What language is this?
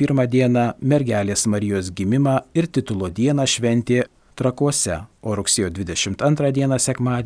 Lithuanian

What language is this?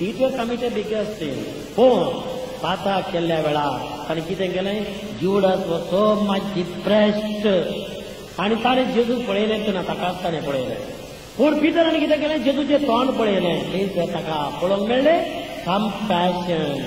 Konkani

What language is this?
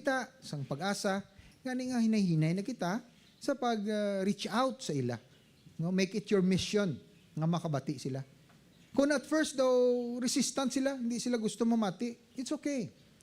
Hiligaynon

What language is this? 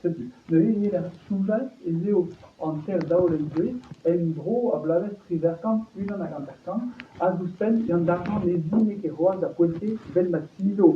Breton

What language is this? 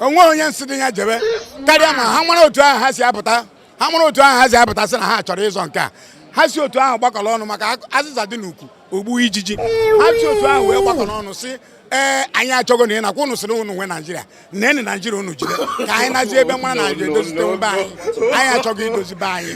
Igbo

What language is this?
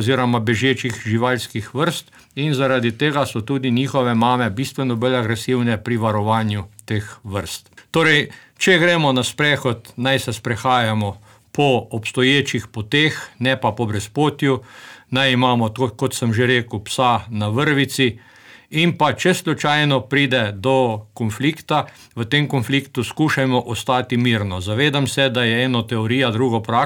Slovenian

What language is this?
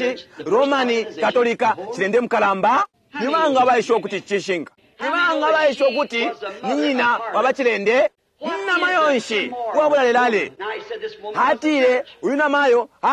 Bemba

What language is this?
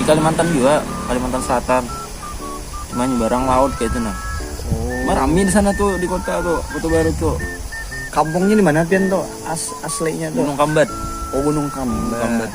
Banjar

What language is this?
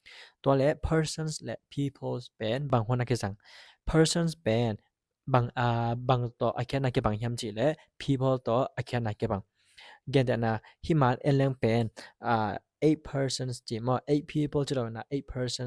Tedim Chin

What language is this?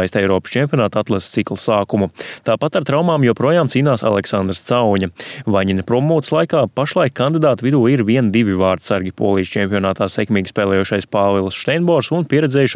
Latvian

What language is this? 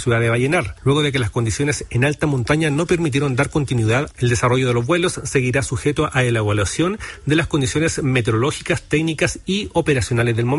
Spanish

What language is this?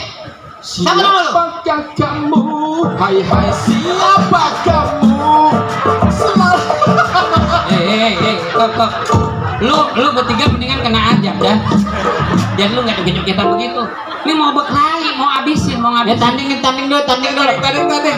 Betawi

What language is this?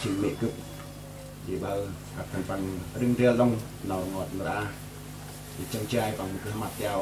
Central Mnong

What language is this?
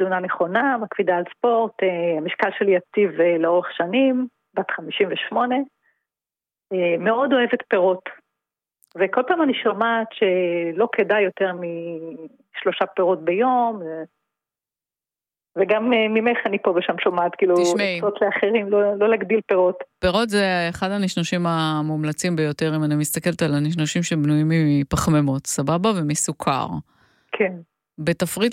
Hebrew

